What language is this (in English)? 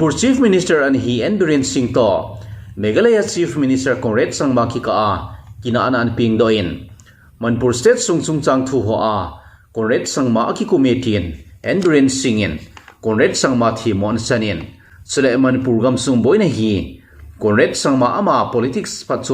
Thado Chin